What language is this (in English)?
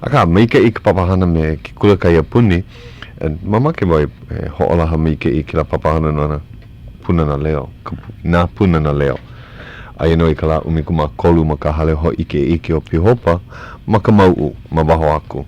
Hawaiian